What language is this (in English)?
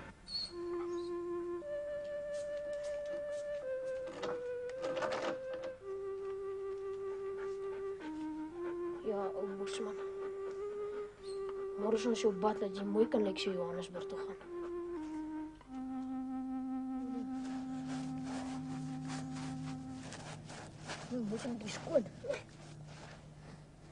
Afrikaans